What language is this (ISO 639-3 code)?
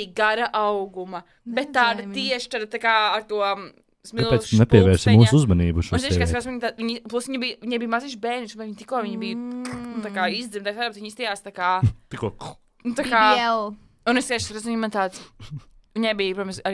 lav